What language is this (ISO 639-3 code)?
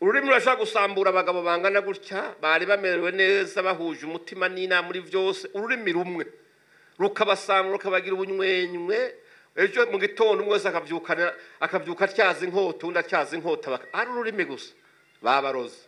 run